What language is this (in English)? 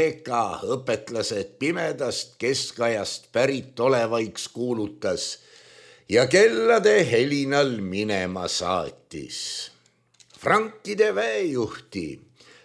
Estonian